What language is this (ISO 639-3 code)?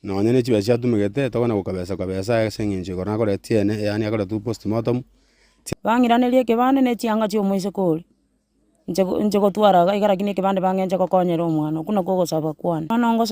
guz